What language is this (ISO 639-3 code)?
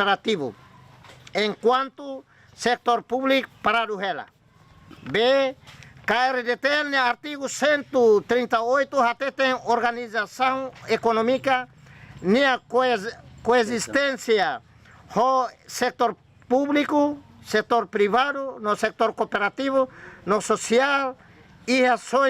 tet